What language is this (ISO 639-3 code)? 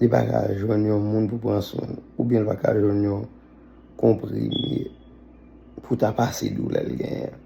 hat